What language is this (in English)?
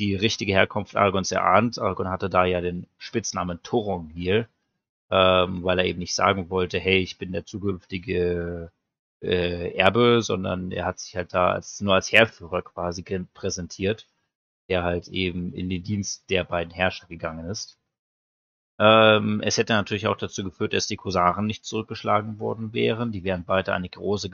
German